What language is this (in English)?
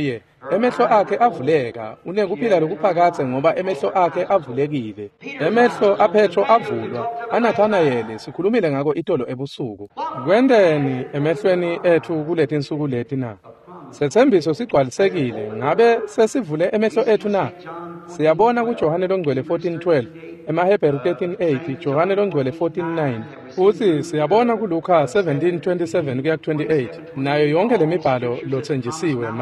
Swati